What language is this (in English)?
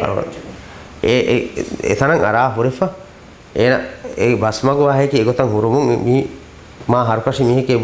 Divehi